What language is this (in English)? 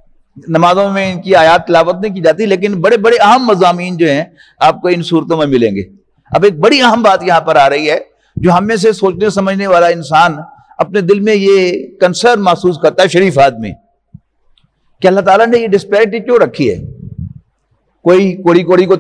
Urdu